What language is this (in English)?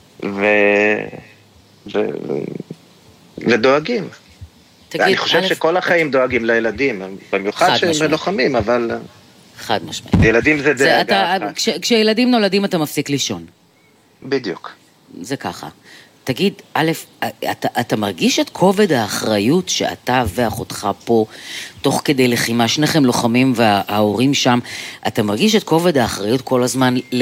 Hebrew